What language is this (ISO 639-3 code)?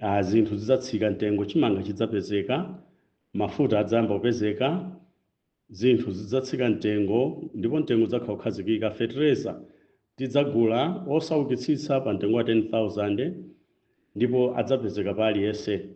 nya